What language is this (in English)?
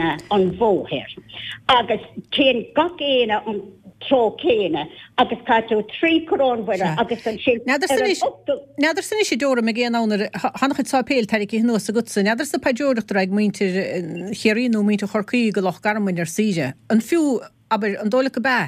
Irish